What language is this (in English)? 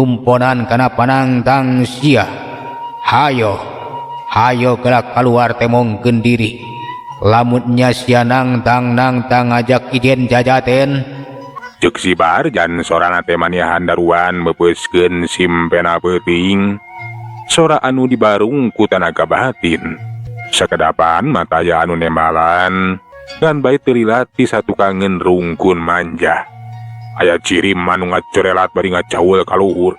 Sundanese